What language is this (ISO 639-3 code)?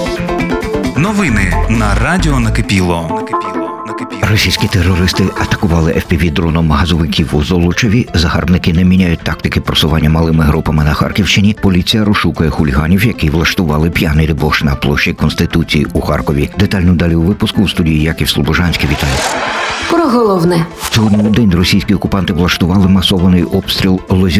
ukr